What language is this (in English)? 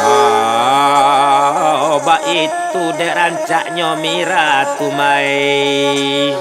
Minangkabau